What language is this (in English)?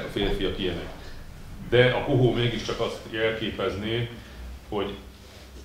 Hungarian